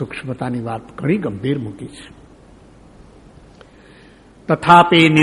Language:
Gujarati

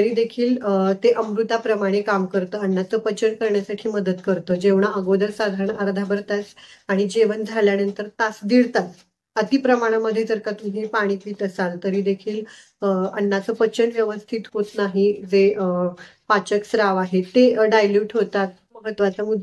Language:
Marathi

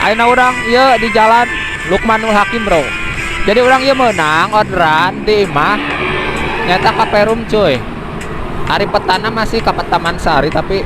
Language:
Sundanese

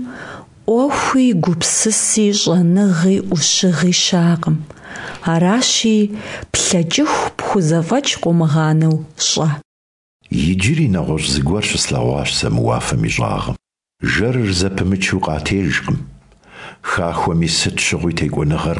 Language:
Kabardian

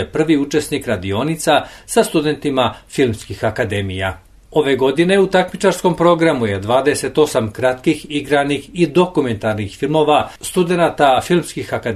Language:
Serbian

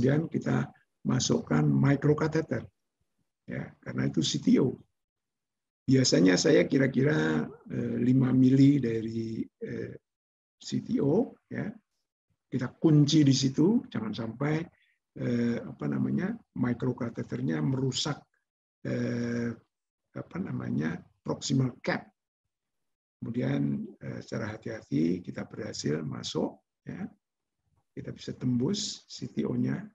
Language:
Indonesian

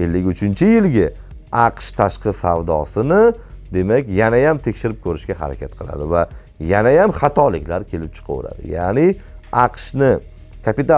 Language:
Uzbek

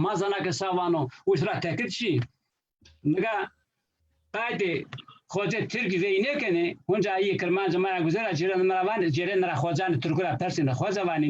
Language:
Zaza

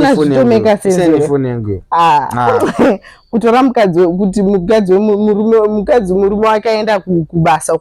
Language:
Shona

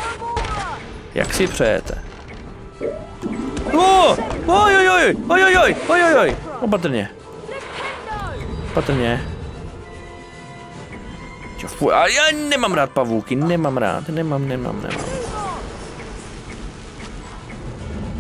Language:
Czech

